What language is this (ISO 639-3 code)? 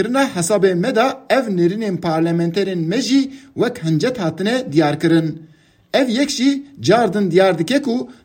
kur